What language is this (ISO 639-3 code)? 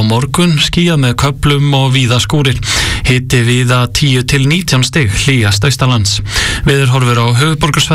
isl